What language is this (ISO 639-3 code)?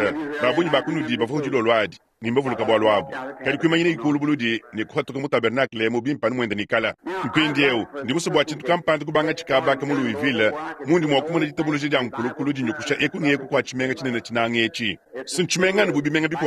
lua